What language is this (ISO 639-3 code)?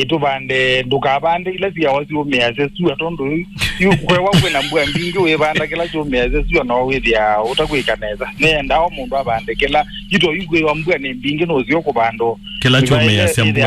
kam